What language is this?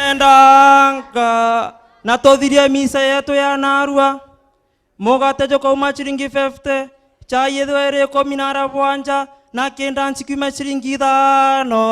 Meru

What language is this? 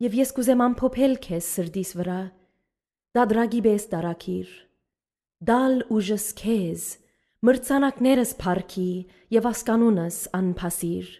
Armenian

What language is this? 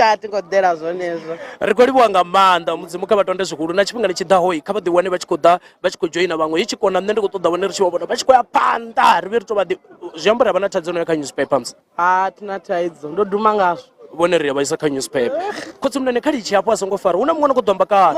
Venda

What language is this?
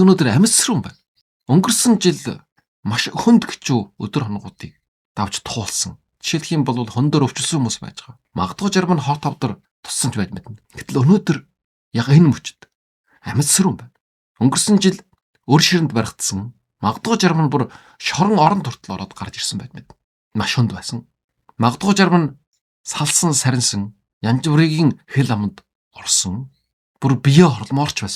Mongolian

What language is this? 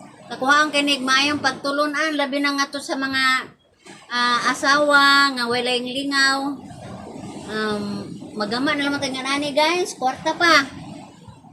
Cebuano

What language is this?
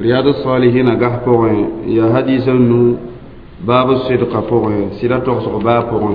Mossi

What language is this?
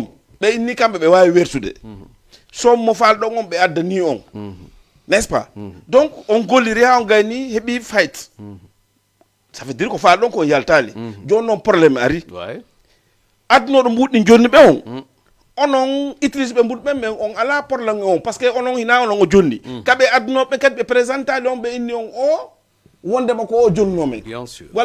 Fula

